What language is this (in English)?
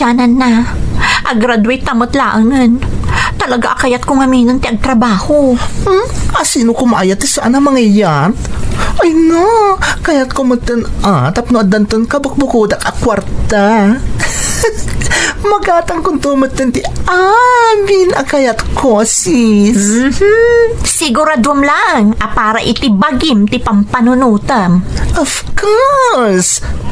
Iloko